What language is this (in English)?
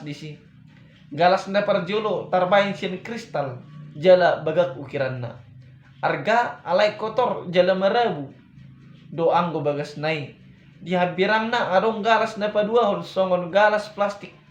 Batak Toba